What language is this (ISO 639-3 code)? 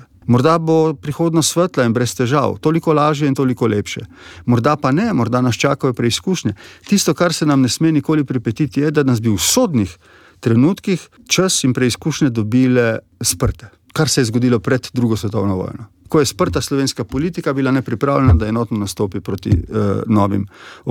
slv